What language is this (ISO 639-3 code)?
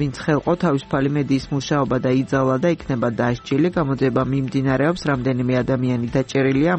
kat